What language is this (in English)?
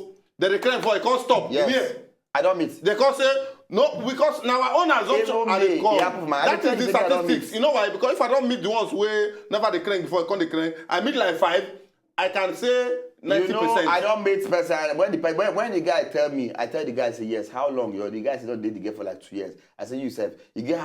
Nigerian Pidgin